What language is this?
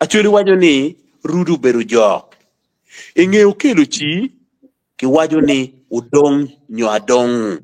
Acoli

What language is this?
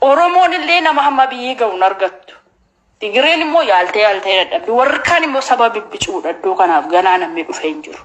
Oromo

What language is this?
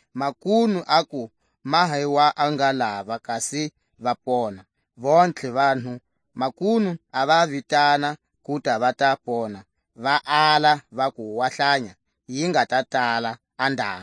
Tswa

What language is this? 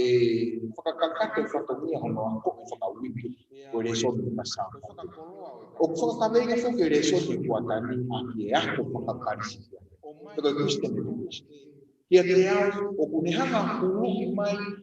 Tongan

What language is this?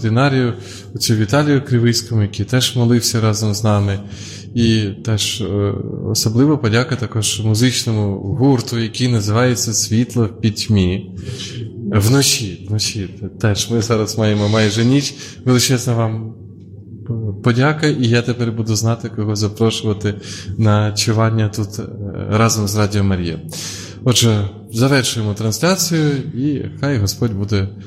Ukrainian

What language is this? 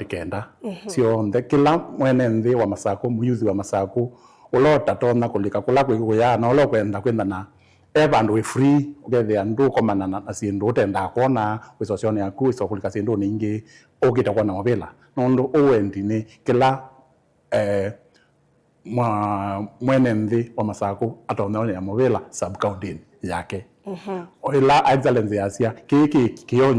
Kamba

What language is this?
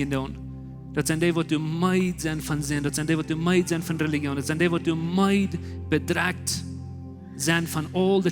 Plautdietsch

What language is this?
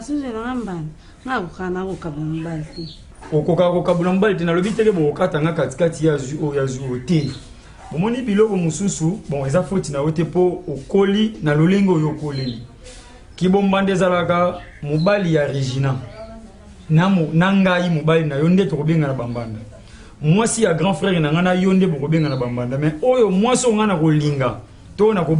Lingala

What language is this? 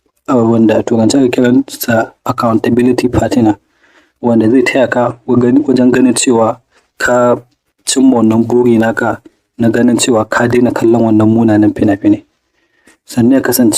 Hausa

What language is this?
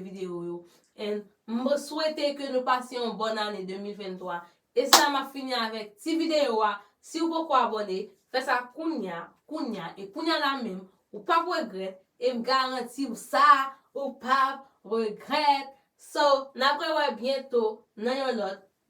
Haitian Creole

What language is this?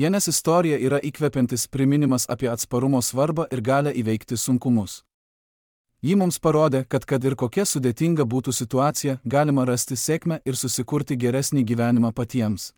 Lithuanian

